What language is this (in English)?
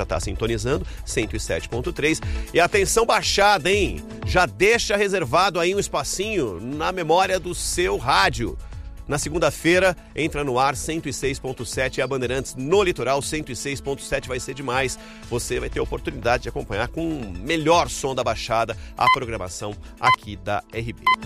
Portuguese